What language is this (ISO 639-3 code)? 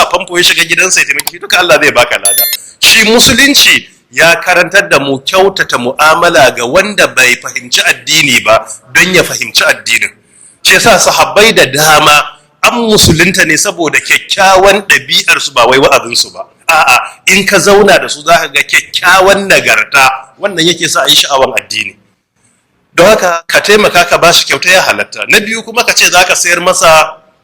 hau